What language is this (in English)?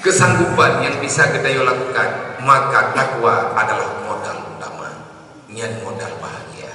Achinese